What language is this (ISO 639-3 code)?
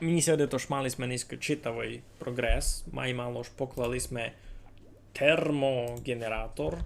rue